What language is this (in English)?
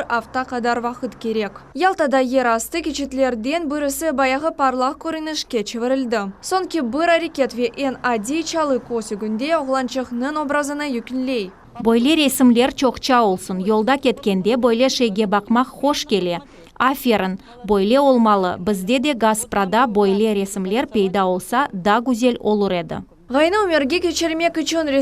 Crimean Tatar